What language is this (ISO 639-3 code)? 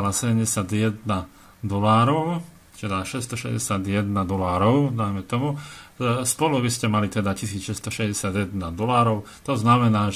slk